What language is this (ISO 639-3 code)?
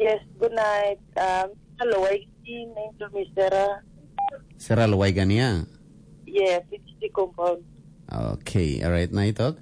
tpi